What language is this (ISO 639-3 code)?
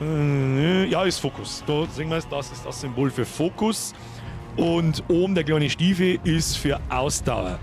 bar